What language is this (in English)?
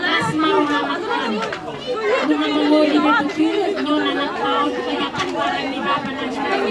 Batak Toba